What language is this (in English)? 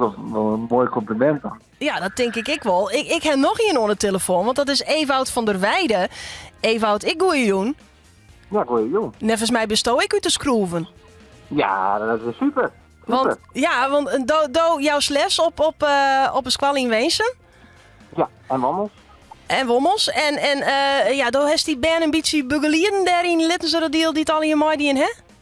Western Frisian